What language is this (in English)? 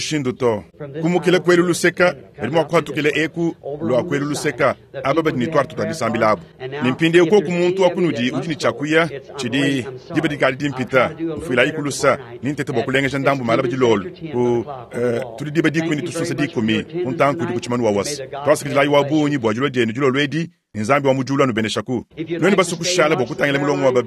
Luba-Lulua